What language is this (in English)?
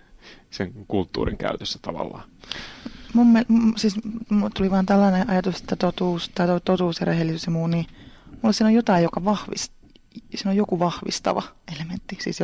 Finnish